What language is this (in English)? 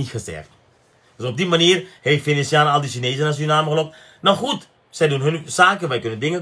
Dutch